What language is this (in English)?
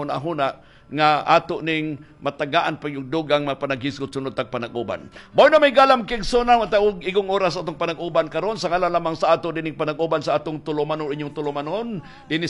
Cebuano